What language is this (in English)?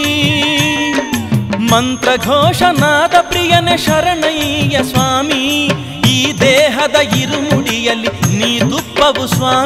Kannada